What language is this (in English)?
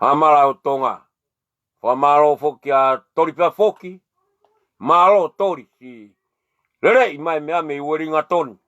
Tongan